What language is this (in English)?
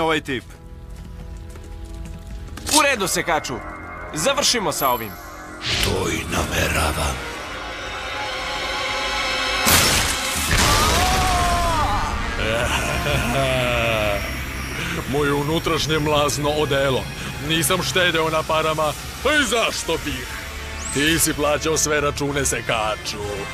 Serbian